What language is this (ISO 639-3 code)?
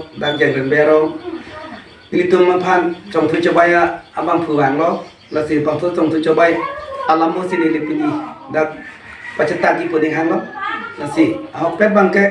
mjw